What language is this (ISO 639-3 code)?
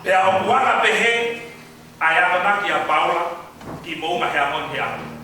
ton